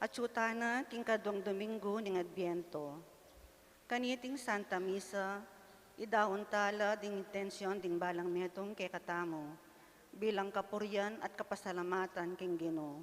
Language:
Pampanga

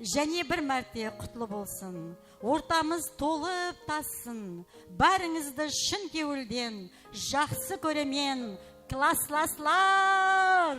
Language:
Kara-Kalpak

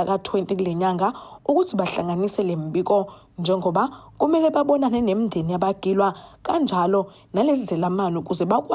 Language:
Zulu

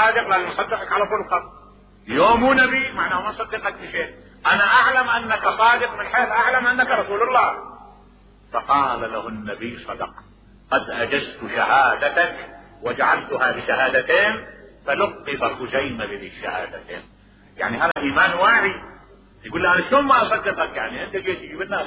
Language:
Mesopotamian Arabic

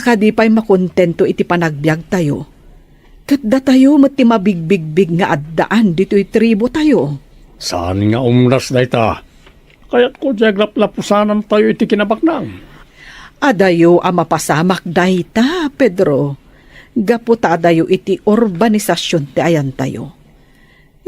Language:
Iloko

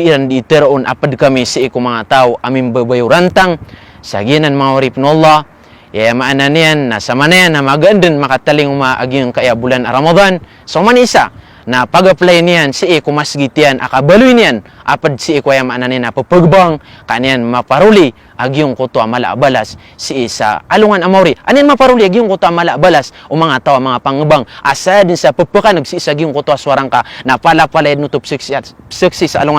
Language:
Maranao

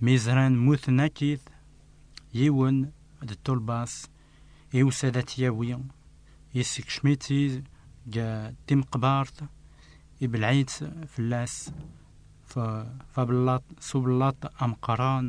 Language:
Kabyle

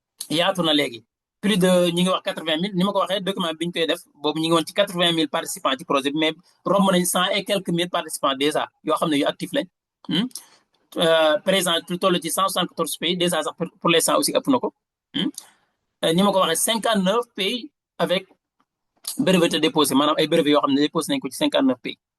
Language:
Wolof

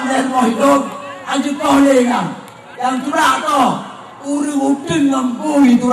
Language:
Achinese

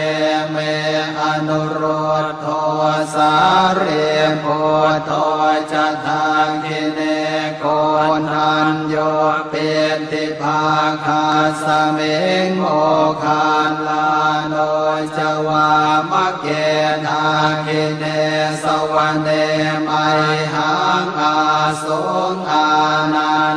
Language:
Pali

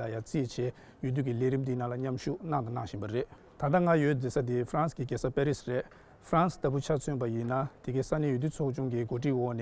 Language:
Tibetan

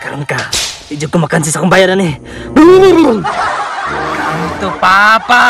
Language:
Cebuano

